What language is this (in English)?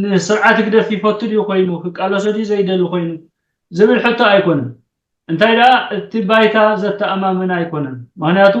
Tigrinya